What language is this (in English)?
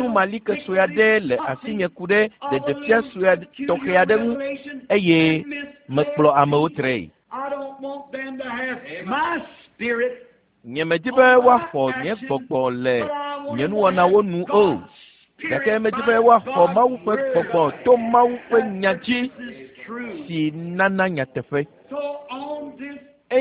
Ewe